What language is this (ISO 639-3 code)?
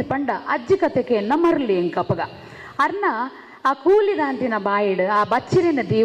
tcy